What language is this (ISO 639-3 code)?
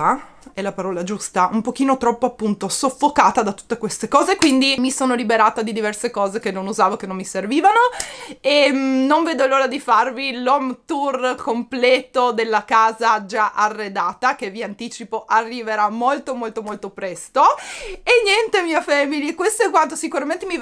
ita